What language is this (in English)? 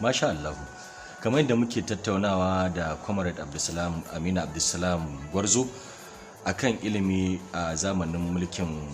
Hausa